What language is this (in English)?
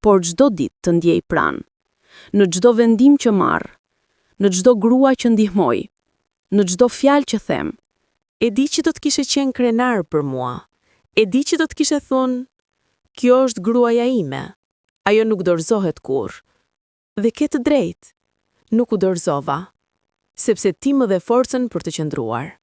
Albanian